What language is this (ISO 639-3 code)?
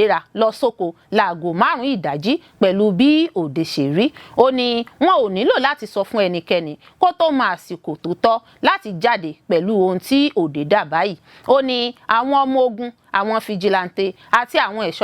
yor